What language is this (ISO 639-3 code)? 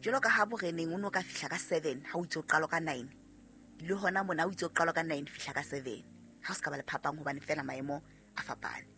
sot